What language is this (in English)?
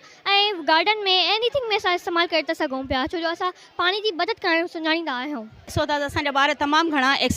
Sindhi